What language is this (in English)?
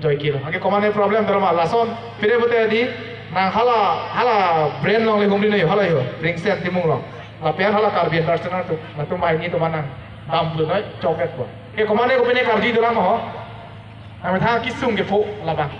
Karbi